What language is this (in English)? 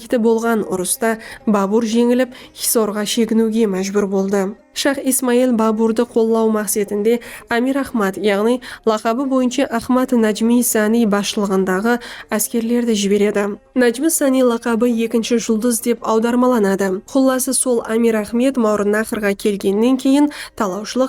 Kara-Kalpak